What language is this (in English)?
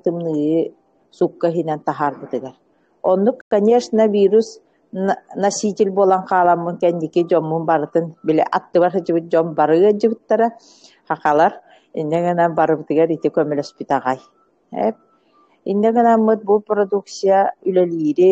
Yakut